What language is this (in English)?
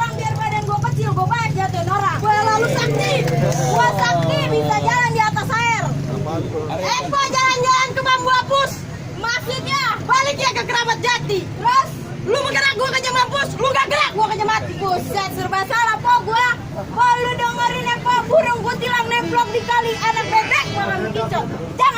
Betawi